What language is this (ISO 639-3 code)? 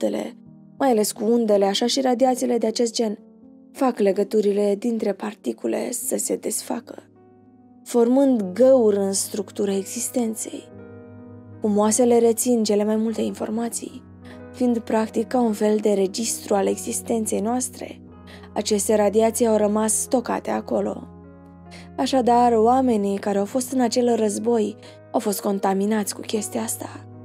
ron